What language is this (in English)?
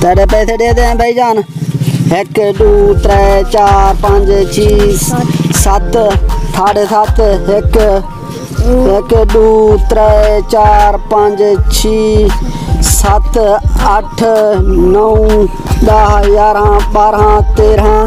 Saraiki